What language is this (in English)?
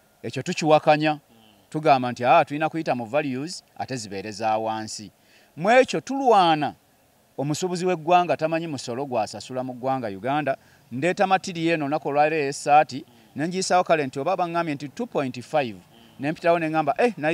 Ganda